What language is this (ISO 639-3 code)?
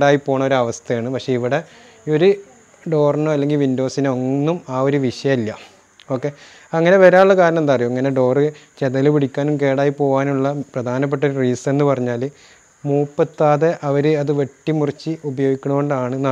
mal